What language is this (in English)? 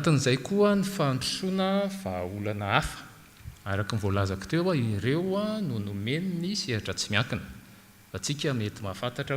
Malagasy